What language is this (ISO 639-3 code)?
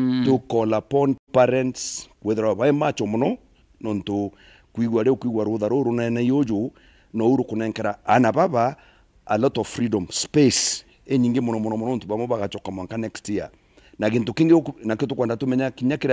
mer